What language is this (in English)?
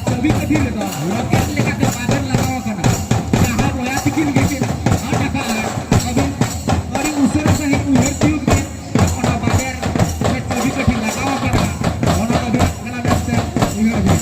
Santali